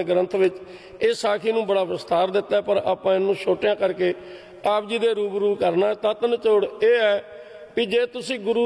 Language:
Punjabi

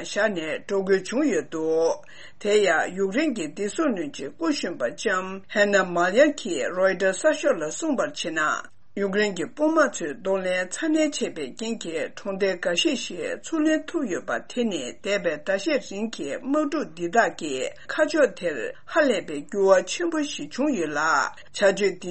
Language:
Tibetan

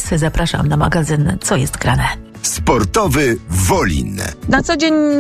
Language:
Polish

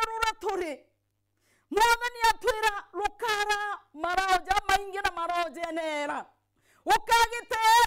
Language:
Meru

